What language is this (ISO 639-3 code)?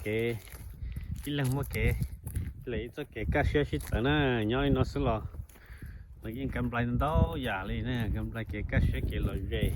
hmn